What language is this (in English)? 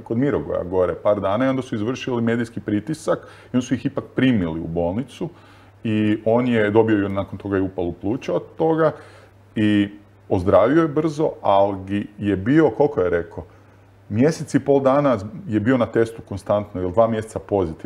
Croatian